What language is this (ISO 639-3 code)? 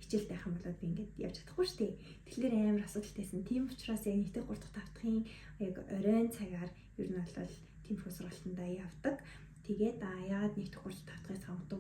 mon